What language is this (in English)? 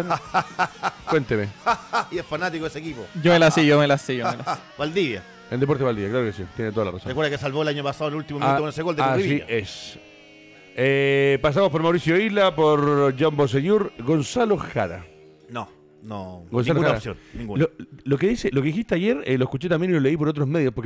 Spanish